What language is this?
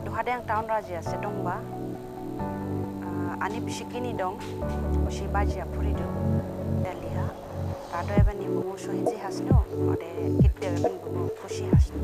Dimasa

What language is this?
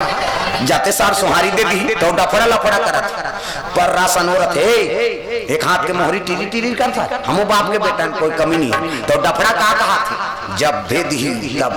Chhattisgarhi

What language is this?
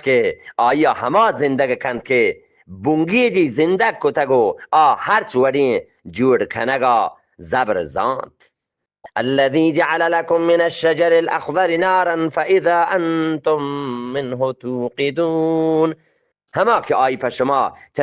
Eastern Balochi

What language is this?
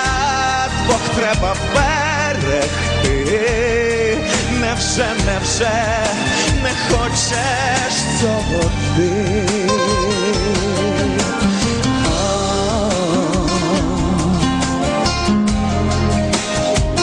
Ukrainian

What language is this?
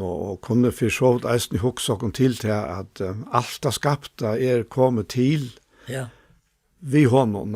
Faroese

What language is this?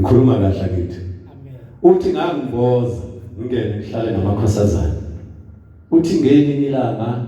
Zulu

